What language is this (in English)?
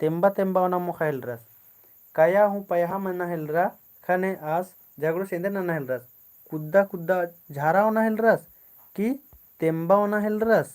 Kurukh